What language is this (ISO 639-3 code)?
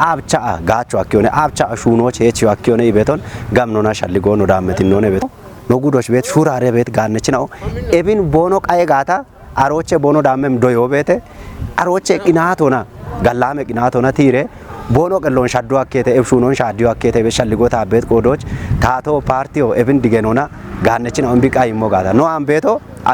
kbr